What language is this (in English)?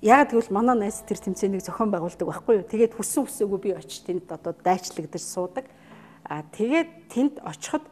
Mongolian